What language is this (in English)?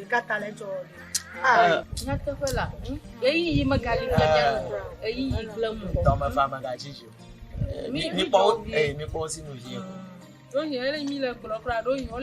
Ewe